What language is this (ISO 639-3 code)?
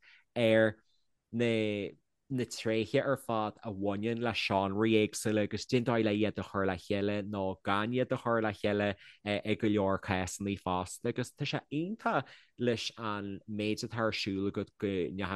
gle